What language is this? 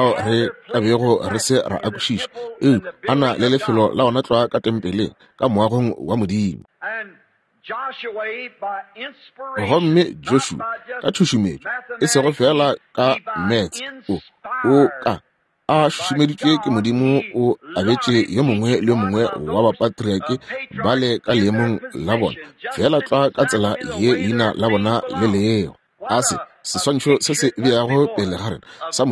Northern Sotho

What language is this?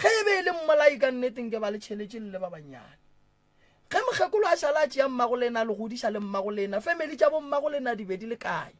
Northern Sotho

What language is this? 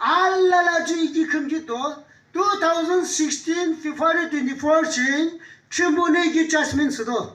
Yimchungru Naga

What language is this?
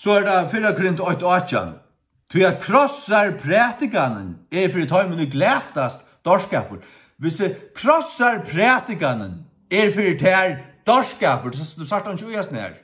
Faroese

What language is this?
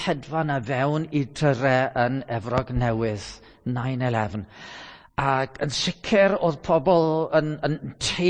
Welsh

